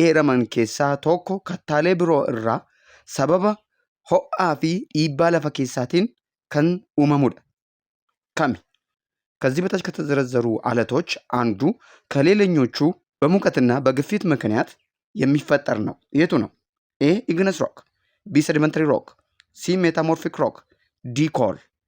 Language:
Oromo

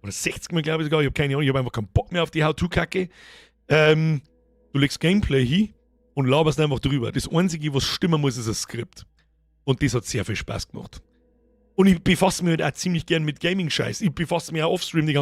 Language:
Bavarian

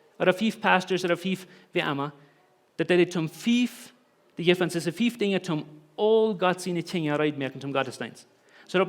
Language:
Plautdietsch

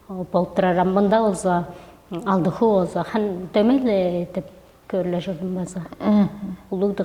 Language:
Tuvinian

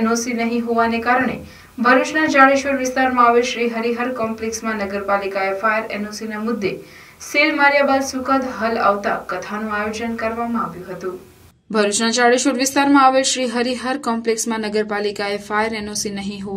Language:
Gujarati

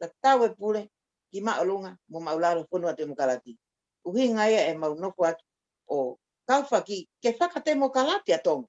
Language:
Tongan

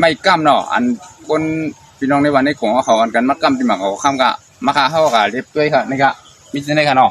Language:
Shan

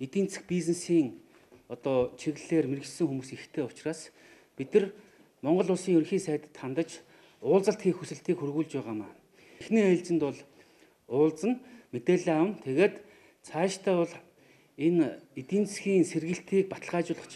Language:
Mongolian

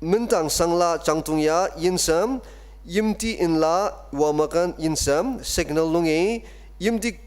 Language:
Ao Naga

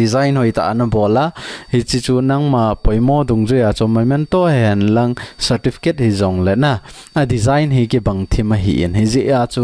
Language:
Thado Chin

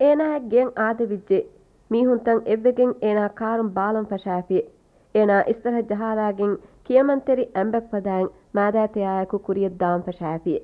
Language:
Divehi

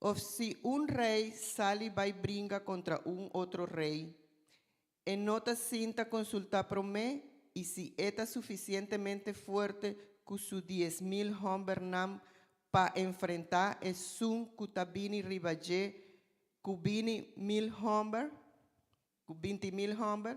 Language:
Papiamento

